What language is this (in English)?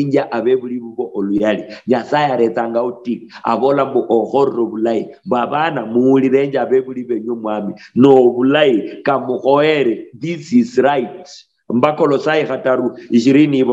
Luyia